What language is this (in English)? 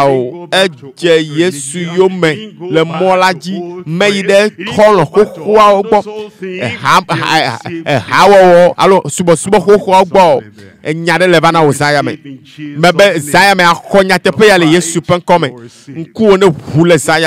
Ewe